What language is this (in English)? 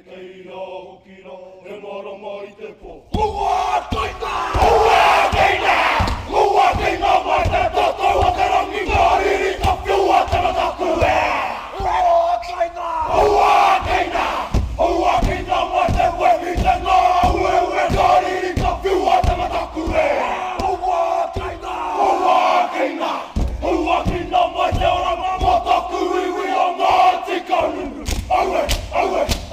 Māori